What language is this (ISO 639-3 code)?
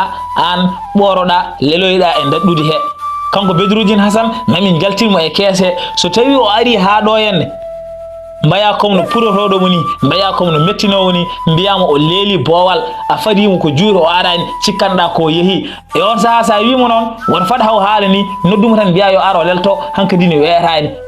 ful